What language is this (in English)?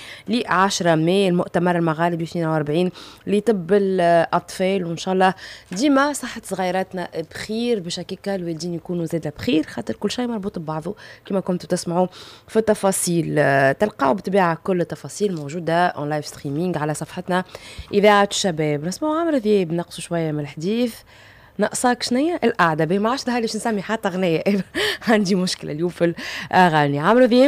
Tunisian Arabic